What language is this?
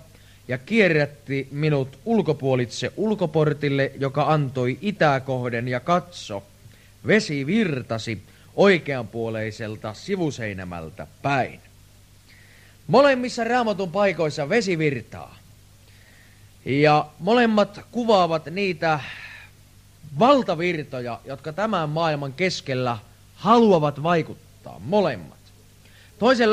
Finnish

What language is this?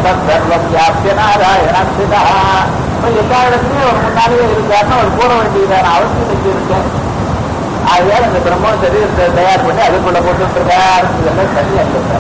Tamil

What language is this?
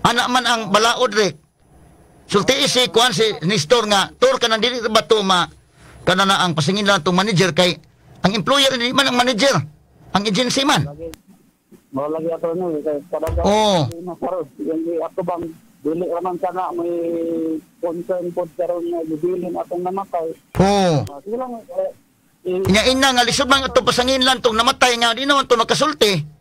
Cebuano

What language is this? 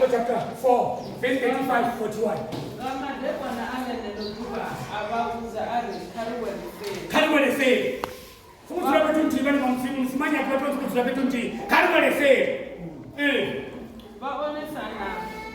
Venda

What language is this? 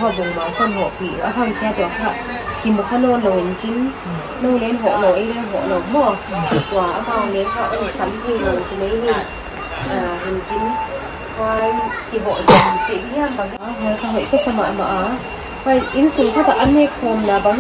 Paite Chin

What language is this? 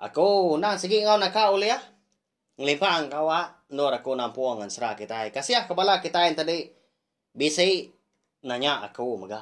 Iban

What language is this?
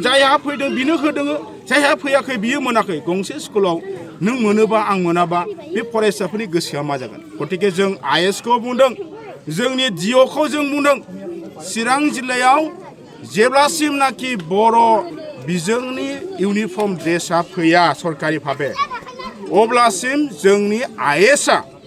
Bodo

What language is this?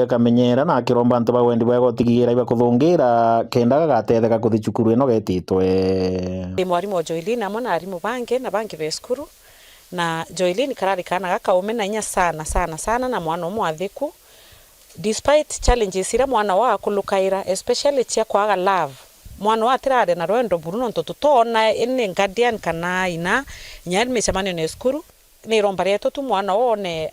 Meru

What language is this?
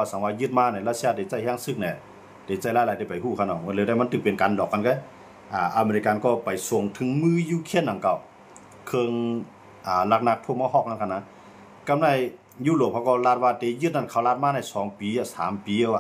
Shan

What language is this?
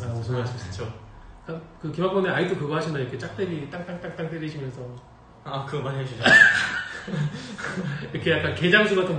Korean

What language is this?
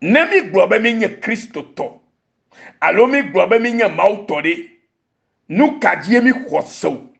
Ewe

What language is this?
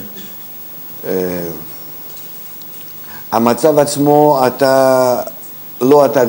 Hebrew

